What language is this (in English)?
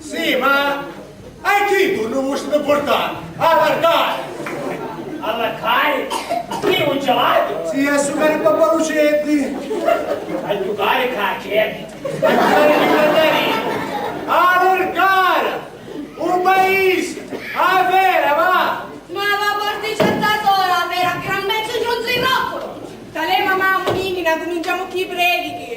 Sicilian